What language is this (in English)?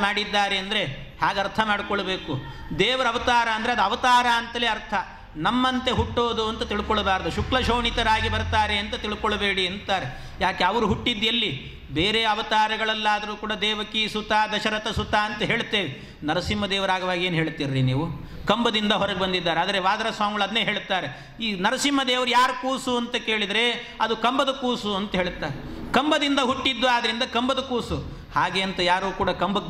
Kannada